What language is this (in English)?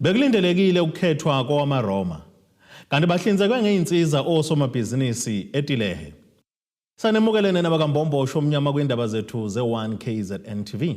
Zulu